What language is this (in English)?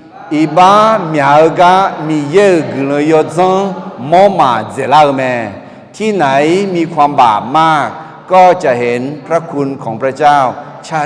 Akha